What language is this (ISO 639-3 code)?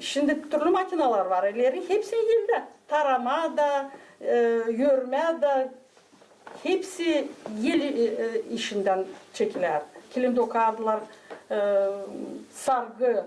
gag